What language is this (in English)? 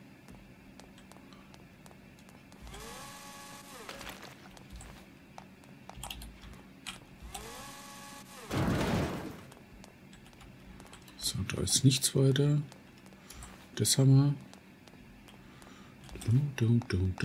German